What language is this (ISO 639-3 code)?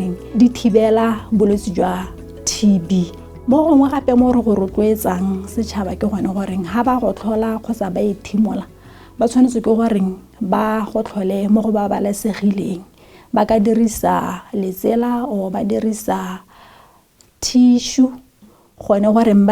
tsn